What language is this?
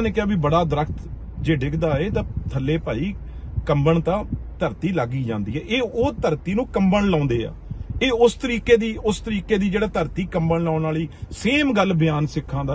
Punjabi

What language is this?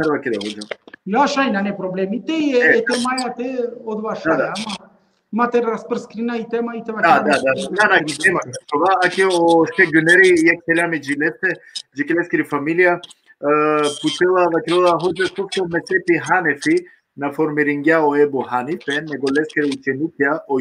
Balkan Romani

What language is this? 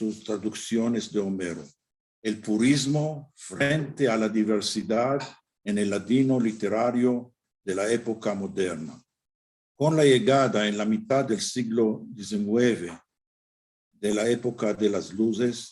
Ladino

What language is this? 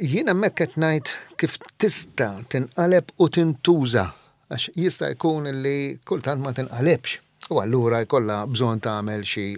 Maltese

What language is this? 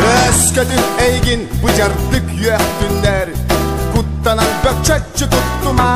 Yakut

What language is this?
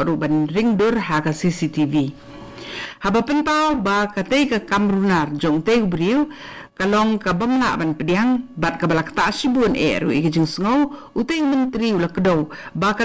Khasi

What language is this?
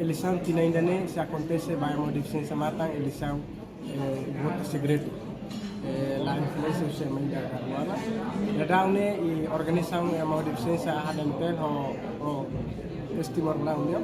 Tetum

